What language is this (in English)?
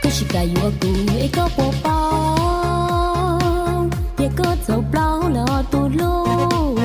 Hmong